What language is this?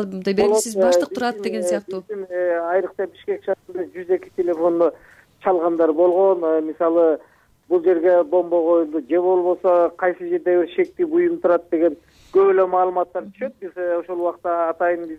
Kyrgyz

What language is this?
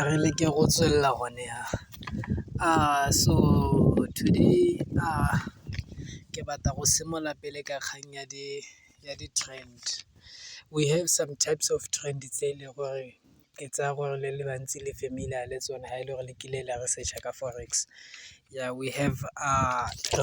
Tswana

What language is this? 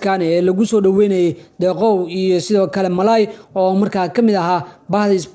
Somali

